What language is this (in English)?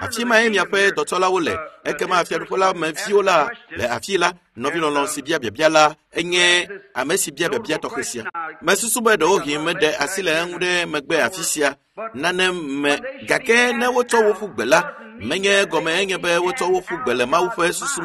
Ewe